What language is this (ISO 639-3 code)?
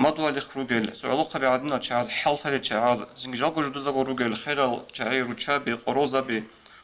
ava